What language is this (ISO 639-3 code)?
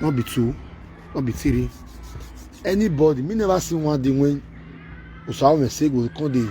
pcm